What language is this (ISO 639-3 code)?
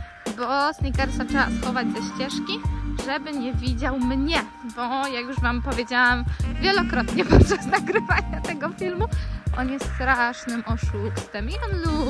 pol